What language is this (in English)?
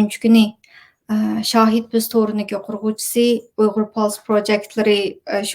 Uyghur